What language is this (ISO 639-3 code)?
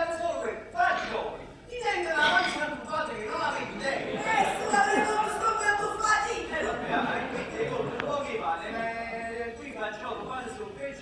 nap